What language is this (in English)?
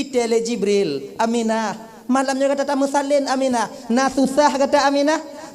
Achinese